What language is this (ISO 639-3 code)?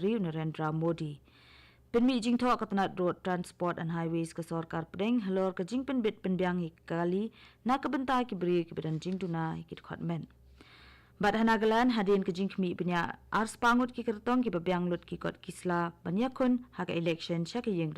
kha